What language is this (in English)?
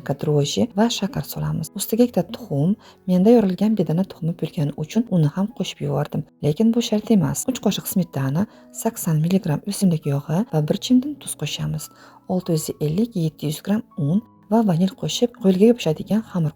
Uzbek